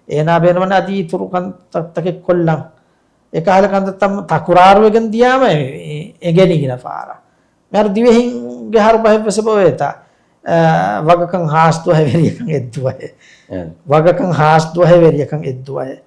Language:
Divehi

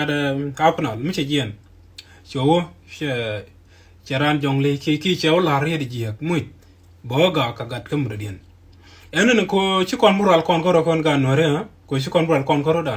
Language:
Nuer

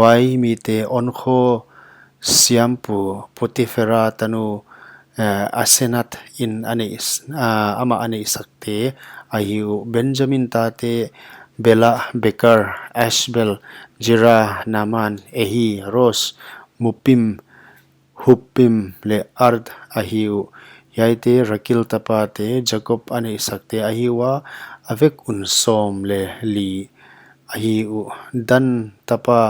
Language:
Paite Chin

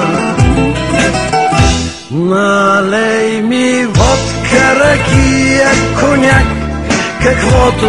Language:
Bulgarian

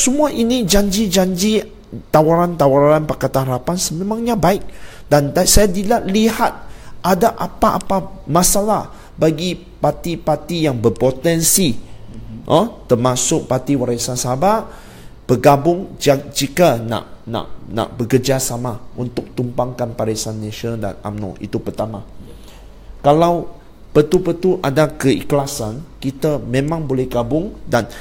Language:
Malay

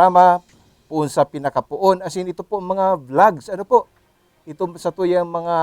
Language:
Bikol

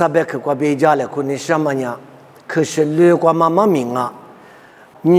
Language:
Lisu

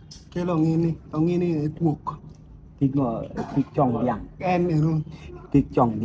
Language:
Acoli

